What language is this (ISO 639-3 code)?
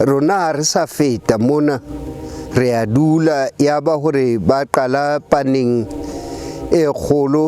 sot